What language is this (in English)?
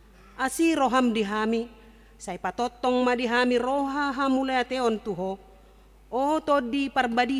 Batak Toba